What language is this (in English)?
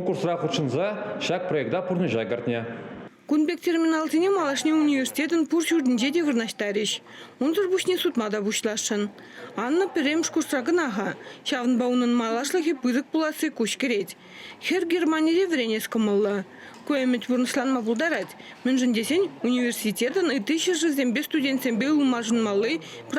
Chuvash